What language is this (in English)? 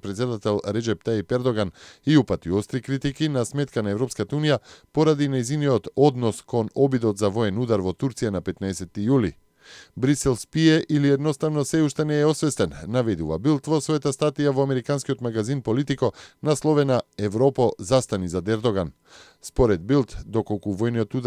Macedonian